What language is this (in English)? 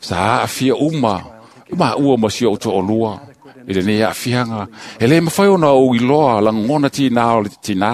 Samoan